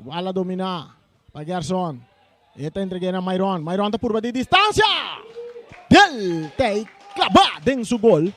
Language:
Papiamento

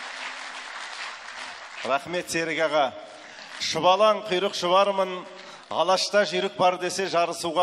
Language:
Kazakh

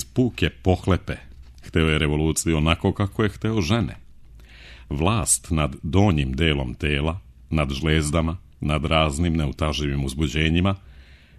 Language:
Serbian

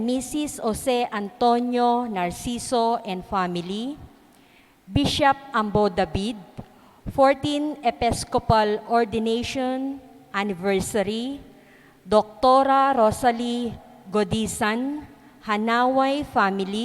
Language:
Pampanga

